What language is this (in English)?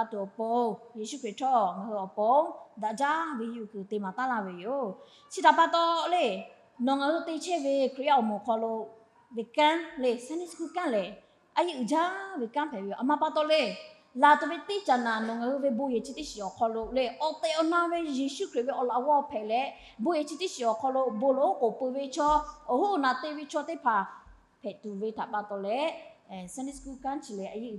Lahu